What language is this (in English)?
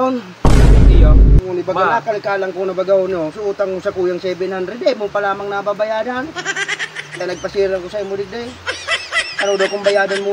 Bikol